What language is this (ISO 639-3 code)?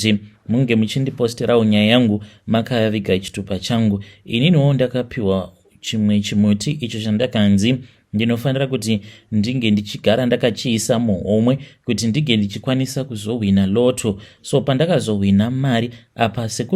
sna